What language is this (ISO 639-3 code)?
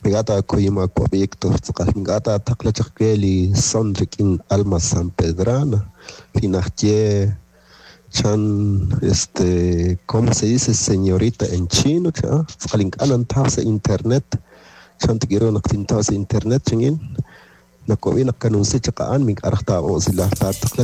kek